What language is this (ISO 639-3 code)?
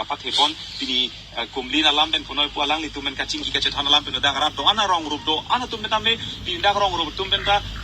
mjw